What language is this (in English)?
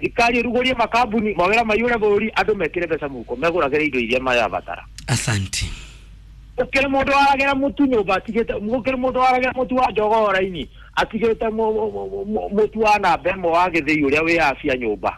Kikuyu